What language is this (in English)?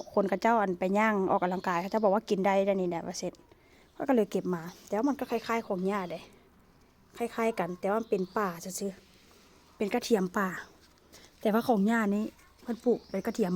Lao